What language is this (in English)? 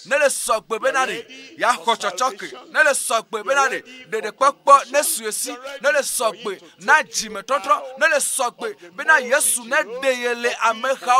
Ewe